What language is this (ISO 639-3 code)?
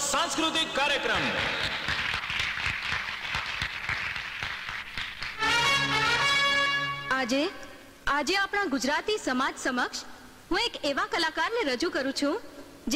guj